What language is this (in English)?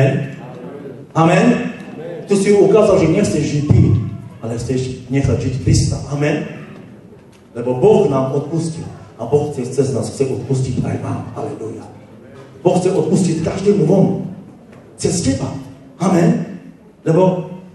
Slovak